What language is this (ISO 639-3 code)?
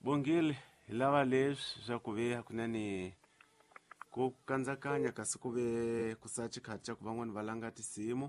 tso